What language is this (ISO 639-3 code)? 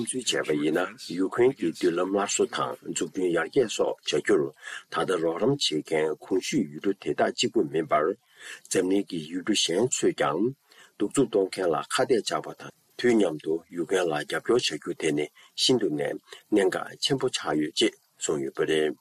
bod